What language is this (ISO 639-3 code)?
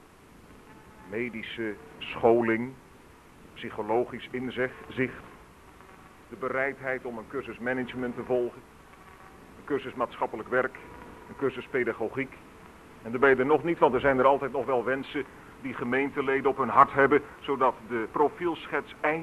nld